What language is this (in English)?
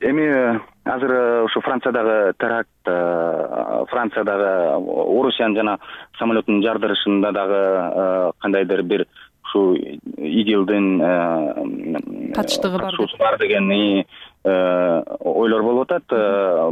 Kyrgyz